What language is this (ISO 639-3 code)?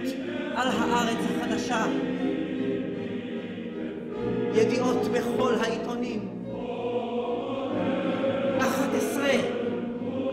heb